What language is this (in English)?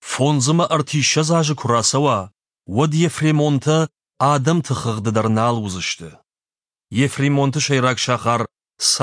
Ossetic